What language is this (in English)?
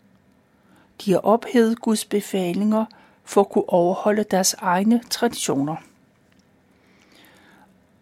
Danish